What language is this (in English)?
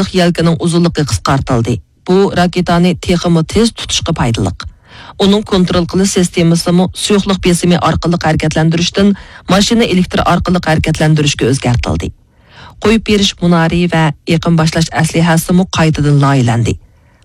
Uyghur